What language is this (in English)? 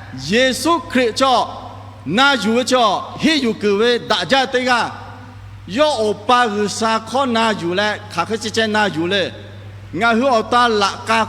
Lahu